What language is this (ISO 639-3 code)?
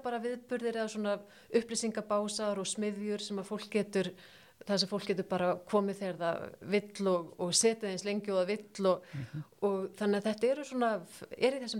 isl